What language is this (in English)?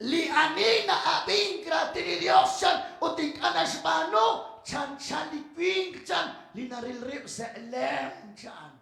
Kekchí